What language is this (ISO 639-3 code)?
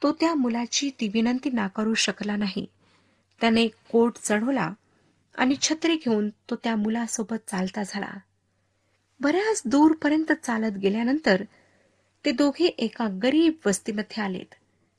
mar